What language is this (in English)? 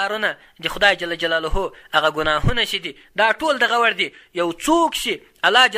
Pashto